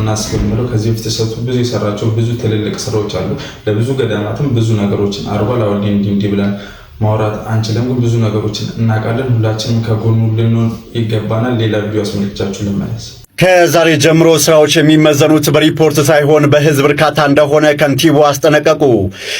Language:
Amharic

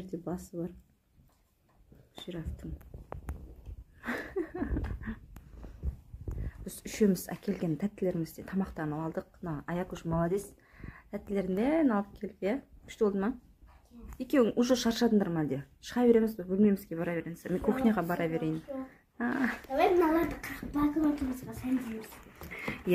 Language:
Kazakh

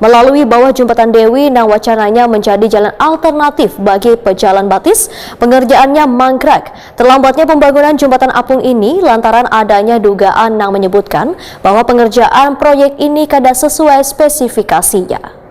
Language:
Banjar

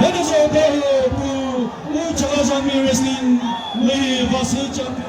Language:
Chokri Naga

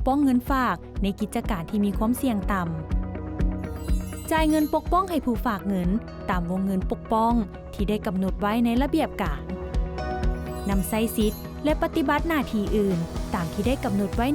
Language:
Lao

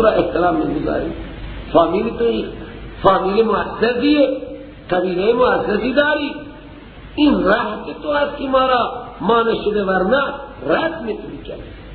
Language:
Persian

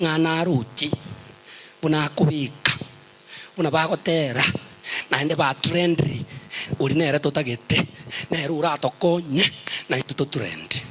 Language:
Gusii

